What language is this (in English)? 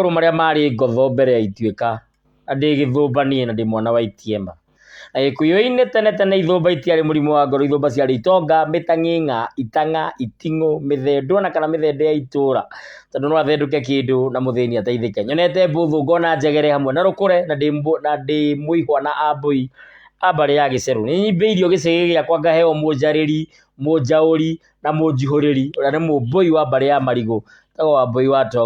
Kikuyu